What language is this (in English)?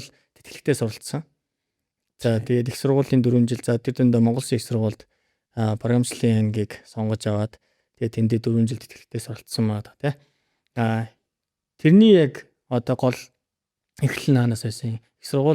Mongolian